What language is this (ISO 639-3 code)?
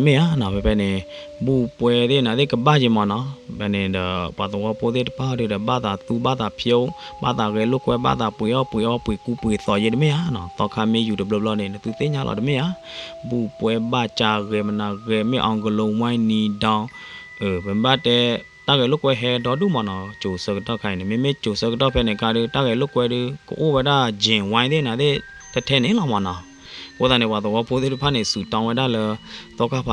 ksw